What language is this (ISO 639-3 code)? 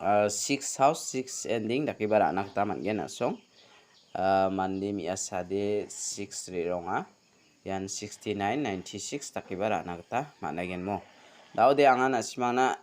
grt